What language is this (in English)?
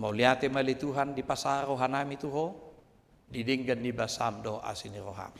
Batak Toba